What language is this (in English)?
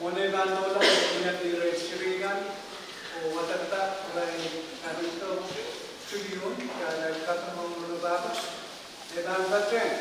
Pohnpeian